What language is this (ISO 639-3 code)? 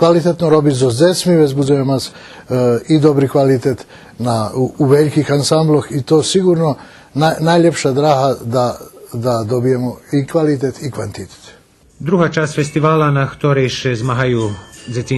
rue